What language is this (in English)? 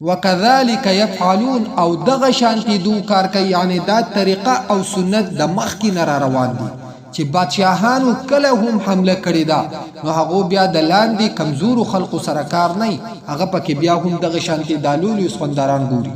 Pashto